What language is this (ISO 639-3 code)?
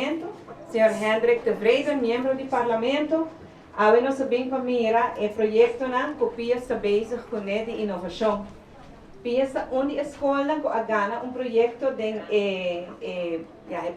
pap